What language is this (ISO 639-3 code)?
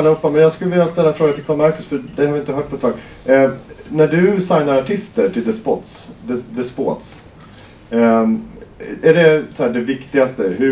swe